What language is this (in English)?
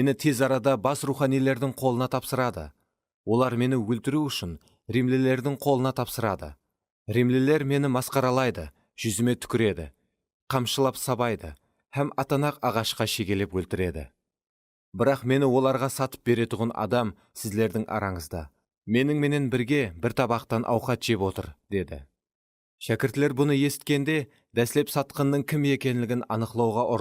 Kara-Kalpak